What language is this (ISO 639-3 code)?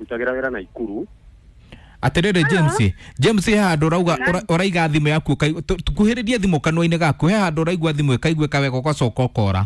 kik